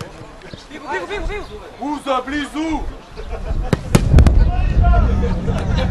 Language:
Bulgarian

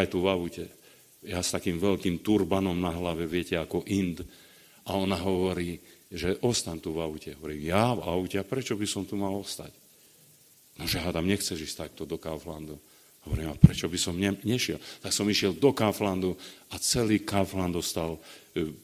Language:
Slovak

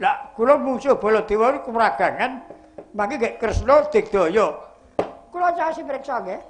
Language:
Javanese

